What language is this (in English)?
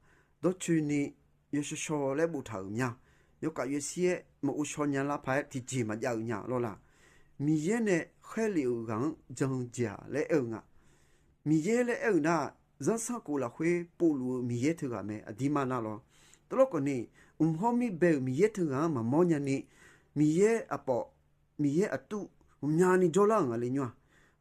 Akha